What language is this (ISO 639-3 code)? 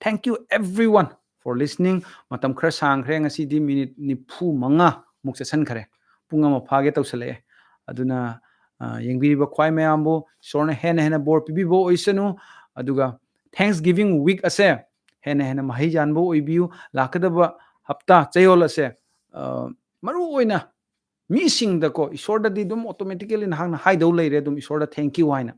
mni